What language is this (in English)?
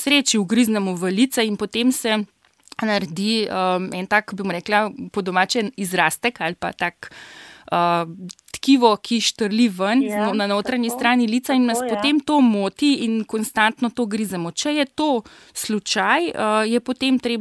Slovenian